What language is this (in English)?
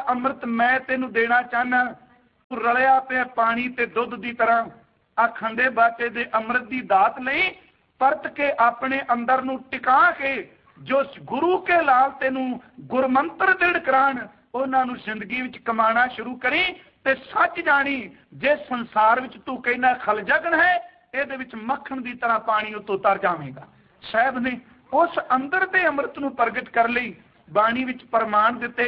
Punjabi